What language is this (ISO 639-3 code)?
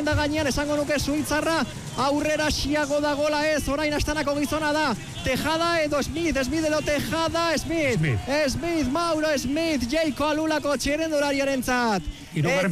eus